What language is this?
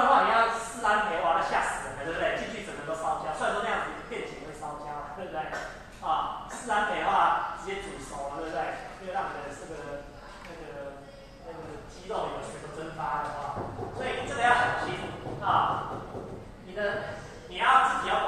Chinese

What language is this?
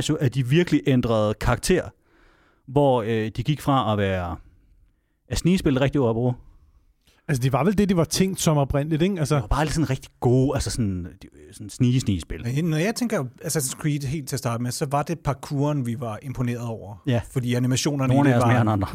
Danish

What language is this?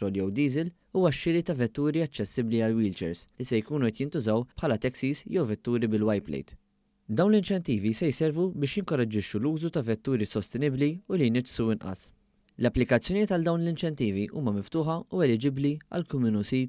Maltese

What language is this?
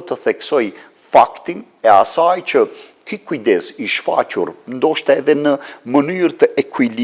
Albanian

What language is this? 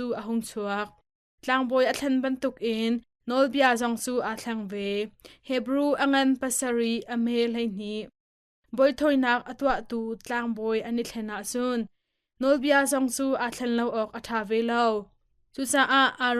Hakha Chin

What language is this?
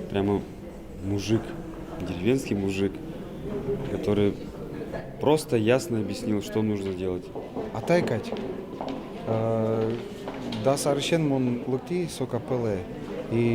Udmurt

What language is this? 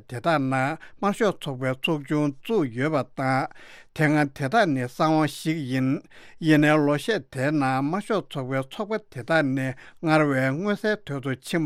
Tibetan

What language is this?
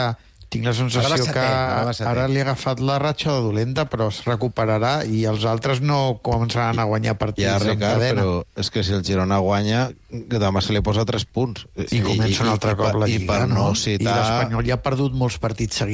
Catalan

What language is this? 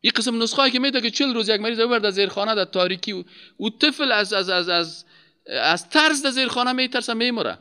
Persian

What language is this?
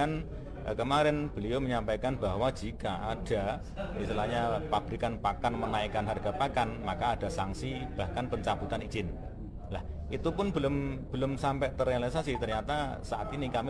Indonesian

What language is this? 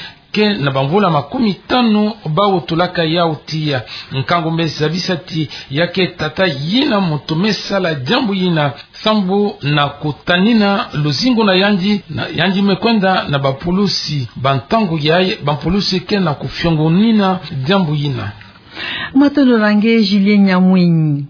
Kituba (Democratic Republic of Congo)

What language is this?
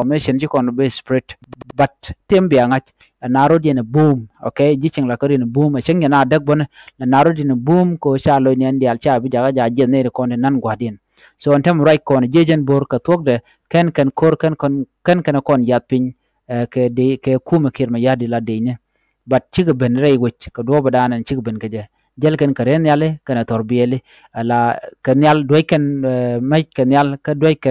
Nuer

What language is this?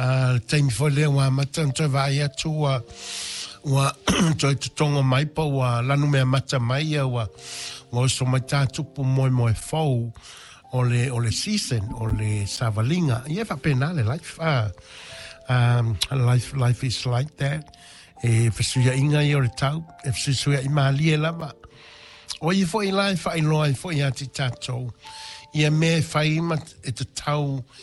Samoan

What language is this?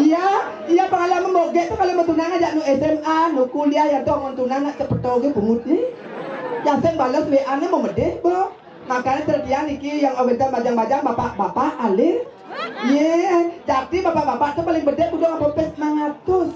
Balinese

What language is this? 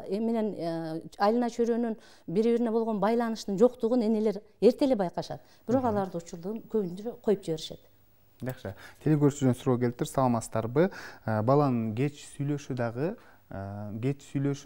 Kyrgyz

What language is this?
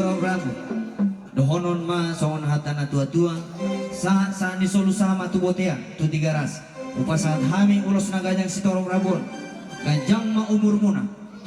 Batak Toba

